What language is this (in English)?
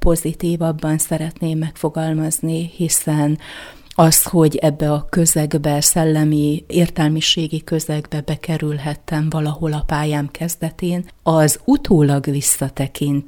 Hungarian